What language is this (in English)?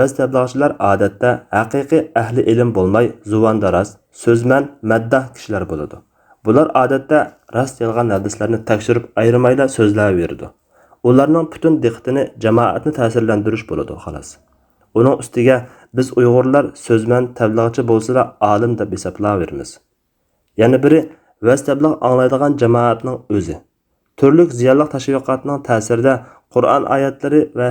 Uyghur